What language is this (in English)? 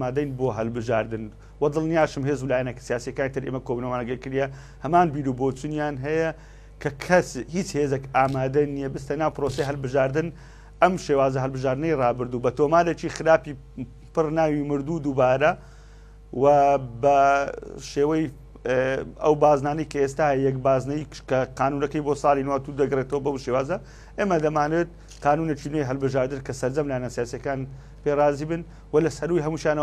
Central Kurdish